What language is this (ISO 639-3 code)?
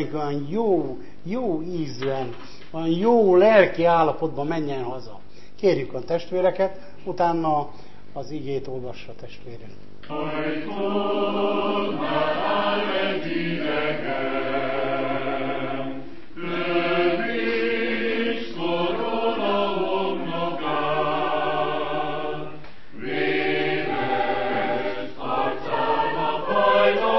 hun